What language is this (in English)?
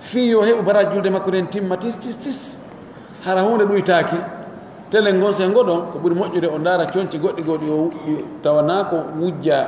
Pular